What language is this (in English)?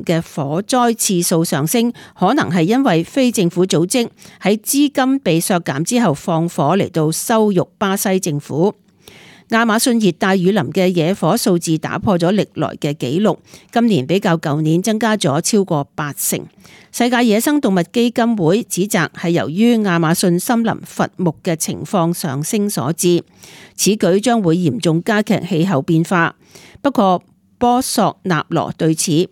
Cantonese